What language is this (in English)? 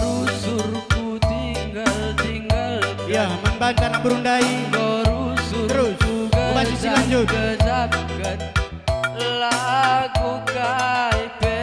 Batak Karo